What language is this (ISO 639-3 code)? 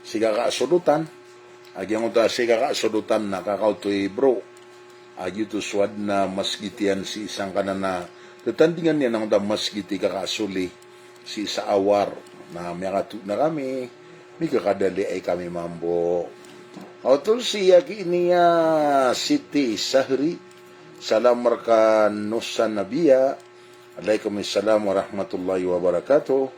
mrw